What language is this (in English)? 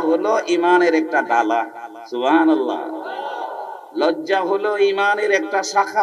Bangla